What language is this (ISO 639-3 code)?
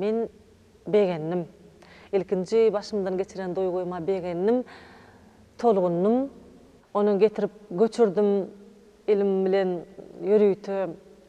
tuk